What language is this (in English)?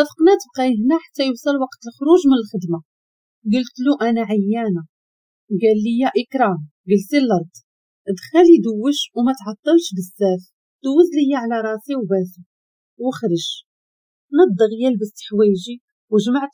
Moroccan Arabic